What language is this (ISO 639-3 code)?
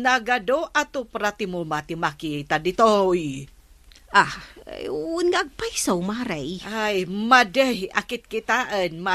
ilo